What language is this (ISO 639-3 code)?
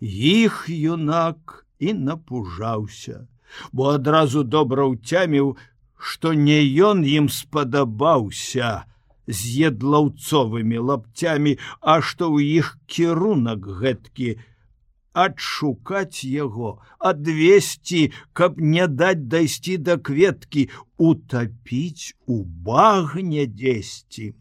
bel